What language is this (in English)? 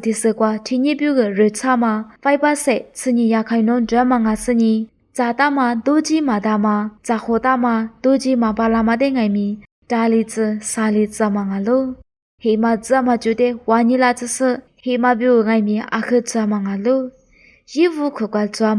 Lisu